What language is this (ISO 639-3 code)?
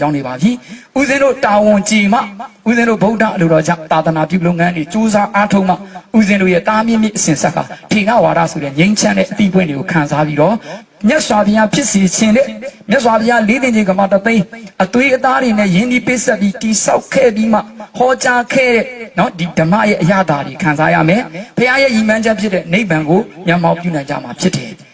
mya